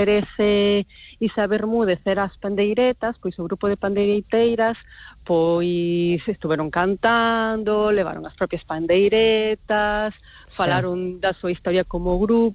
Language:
Galician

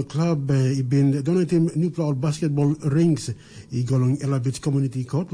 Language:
Tok Pisin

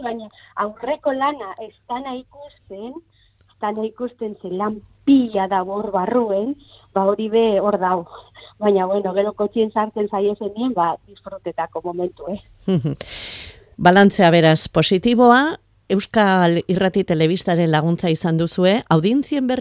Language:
Basque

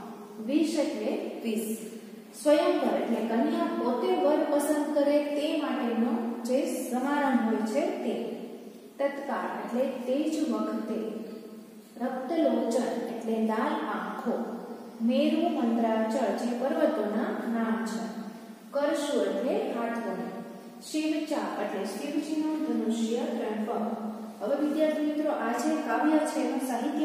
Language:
Gujarati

